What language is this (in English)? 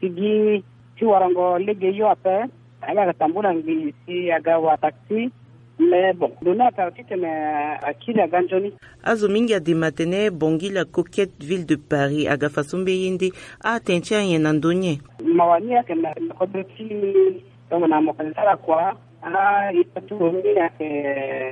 Sango